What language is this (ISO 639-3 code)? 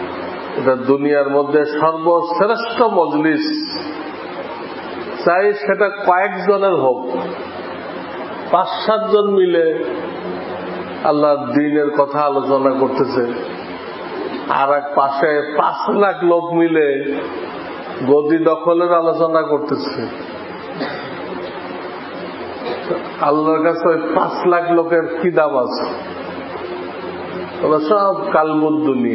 ben